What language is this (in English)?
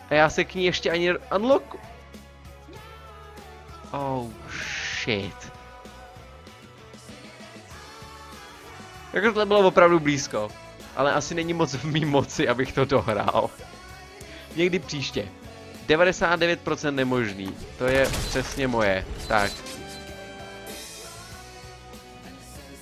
Czech